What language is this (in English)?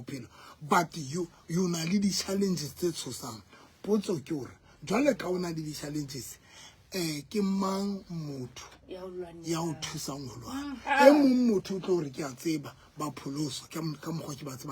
Southern Sotho